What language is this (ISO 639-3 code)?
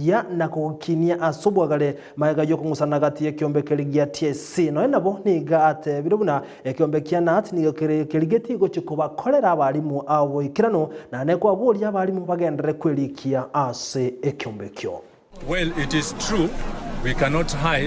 guz